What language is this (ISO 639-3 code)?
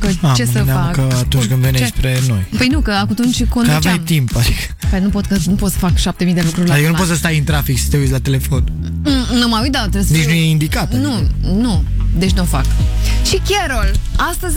ron